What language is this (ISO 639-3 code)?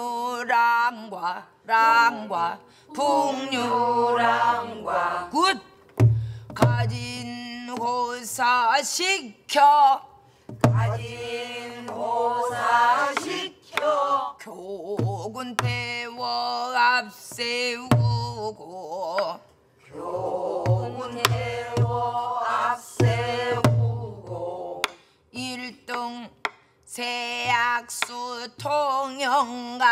kor